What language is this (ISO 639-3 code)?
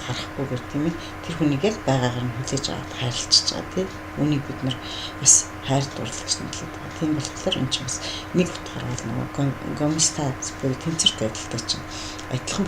mon